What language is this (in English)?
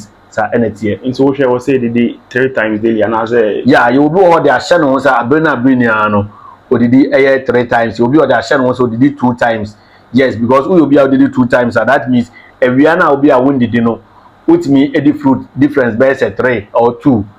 Akan